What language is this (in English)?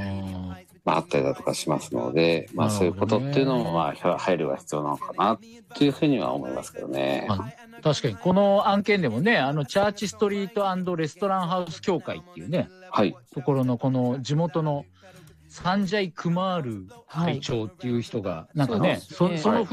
Japanese